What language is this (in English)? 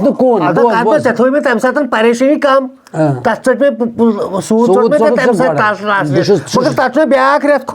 Kashmiri